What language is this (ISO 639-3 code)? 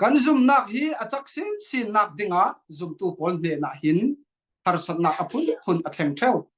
cfm